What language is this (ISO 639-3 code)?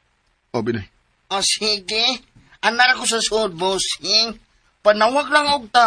ceb